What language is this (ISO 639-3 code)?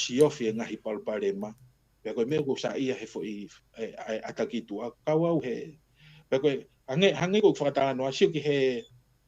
ton